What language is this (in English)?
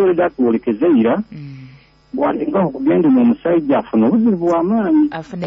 Nyoro